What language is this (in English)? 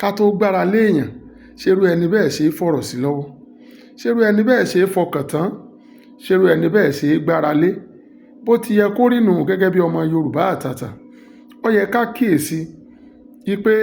Yoruba